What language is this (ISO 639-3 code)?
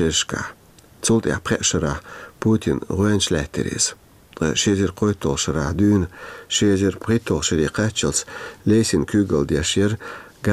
che